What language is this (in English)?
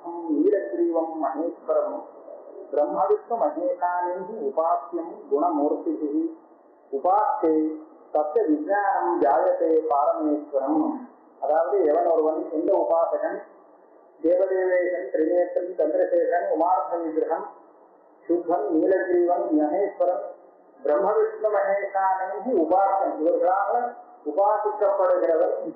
Tamil